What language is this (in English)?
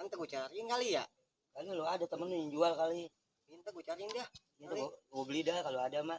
Betawi